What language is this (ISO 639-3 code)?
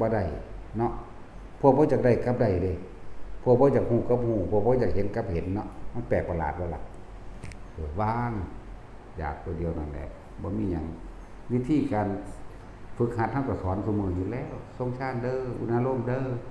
tts